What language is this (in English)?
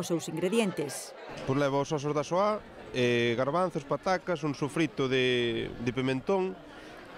Galician